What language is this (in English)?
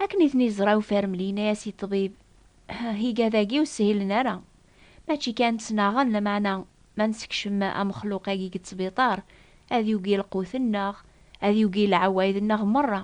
Kabyle